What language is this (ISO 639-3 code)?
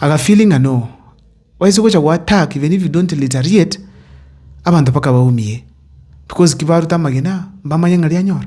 guz